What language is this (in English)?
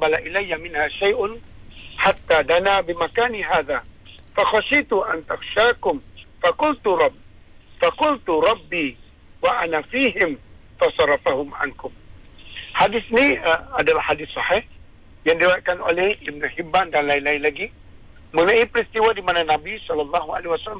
Malay